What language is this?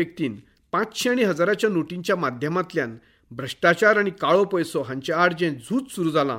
Konkani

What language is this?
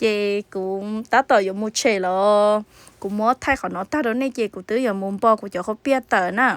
Hmong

